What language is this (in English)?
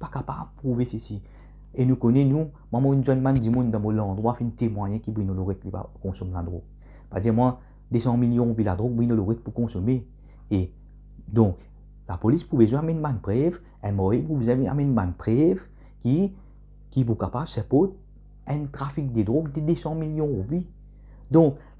Morisyen